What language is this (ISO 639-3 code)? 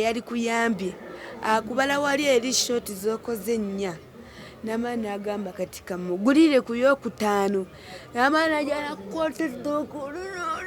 lug